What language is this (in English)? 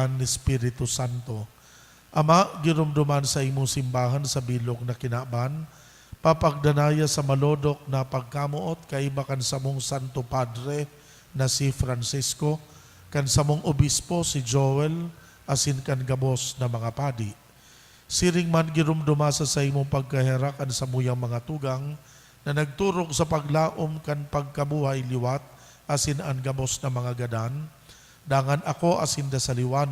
Bikol